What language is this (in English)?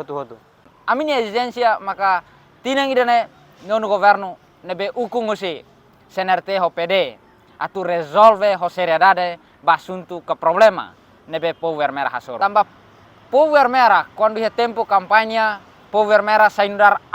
Tetum